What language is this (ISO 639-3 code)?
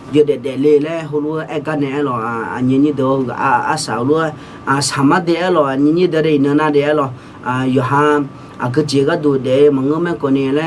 ahk